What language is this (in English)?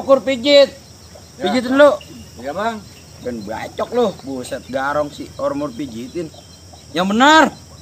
Betawi